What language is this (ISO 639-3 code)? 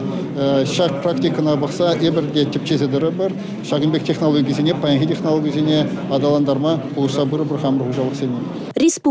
chv